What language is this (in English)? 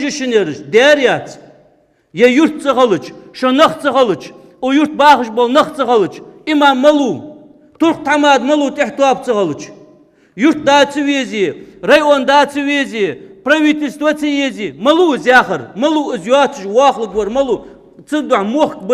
Ingush